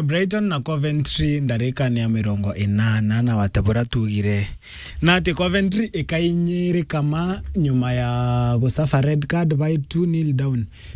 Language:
Meru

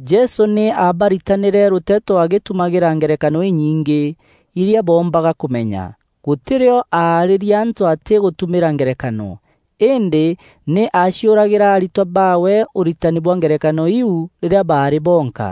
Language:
Meru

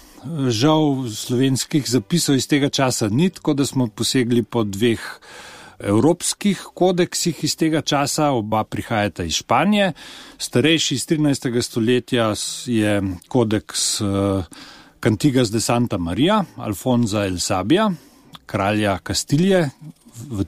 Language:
Slovenian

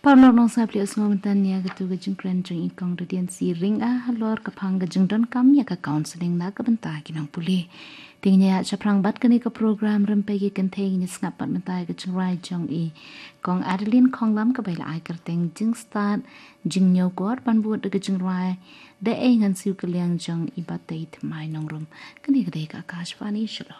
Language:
Khasi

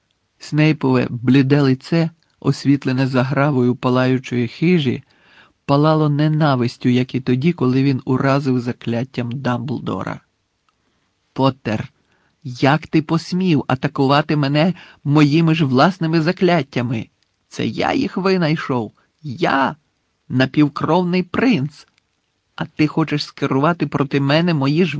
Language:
Ukrainian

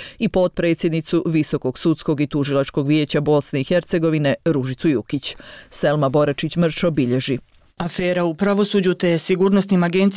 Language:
Bosnian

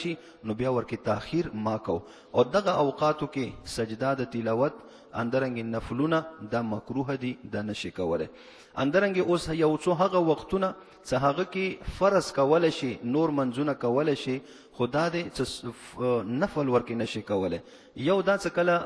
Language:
Pashto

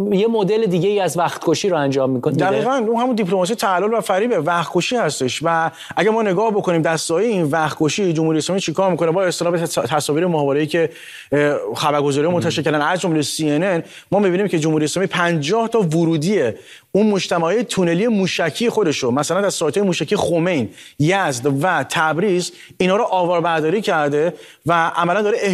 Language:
Persian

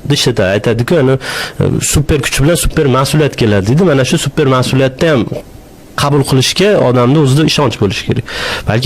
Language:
Uzbek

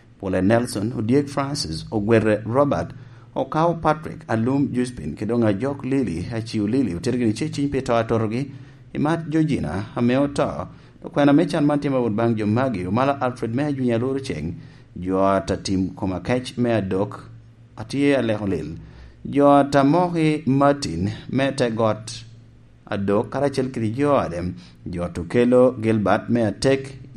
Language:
Lango (Uganda)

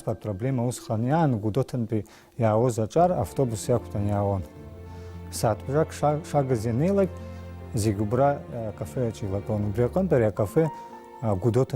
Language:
Abkhazian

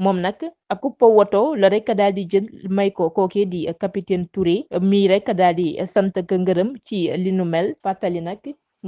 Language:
Wolof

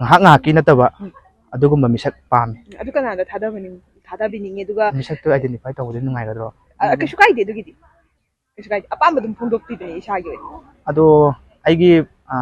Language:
Manipuri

